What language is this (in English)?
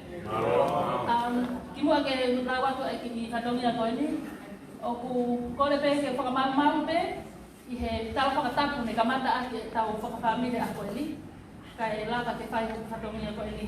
Tongan